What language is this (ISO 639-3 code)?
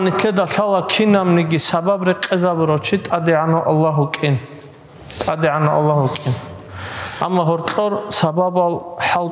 ava